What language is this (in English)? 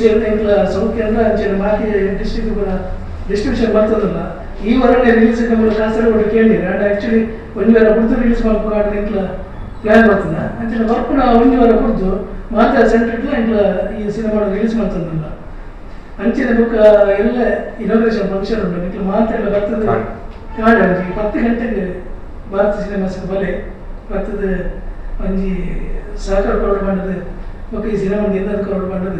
Tulu